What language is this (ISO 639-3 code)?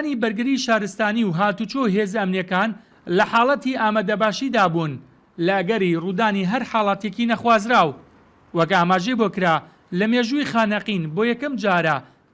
ckb